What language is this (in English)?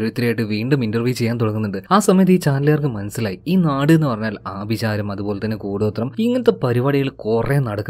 Malayalam